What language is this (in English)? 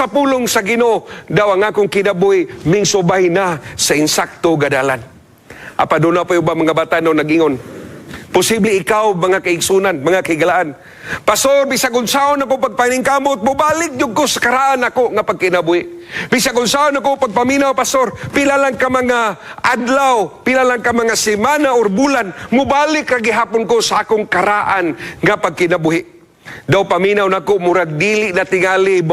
Cebuano